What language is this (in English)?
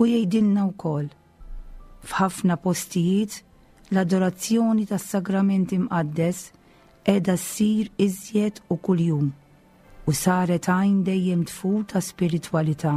Maltese